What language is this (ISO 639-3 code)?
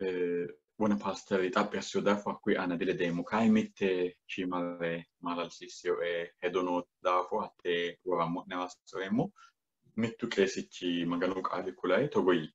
sid